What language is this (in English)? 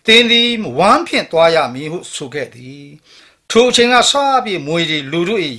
Burmese